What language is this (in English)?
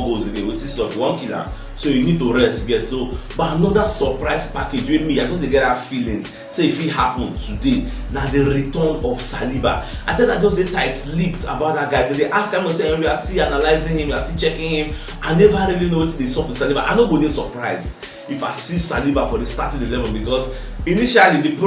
Nigerian Pidgin